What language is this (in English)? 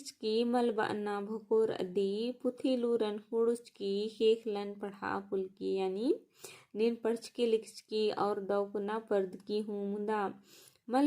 Kurukh